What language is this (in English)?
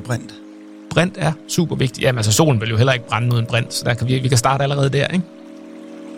Danish